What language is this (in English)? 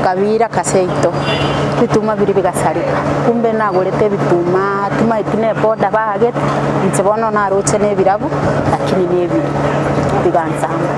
Gusii